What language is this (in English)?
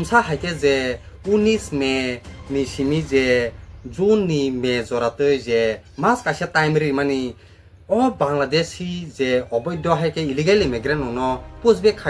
Kok Borok